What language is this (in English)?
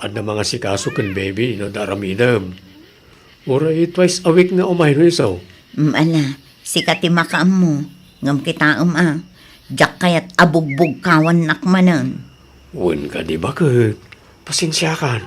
Iloko